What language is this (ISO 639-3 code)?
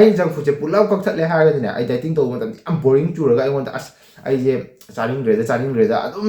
mni